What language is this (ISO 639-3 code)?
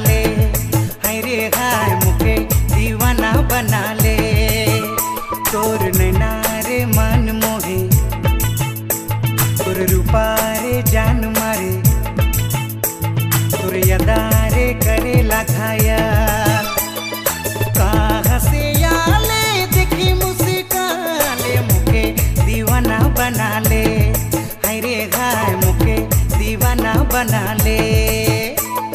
sck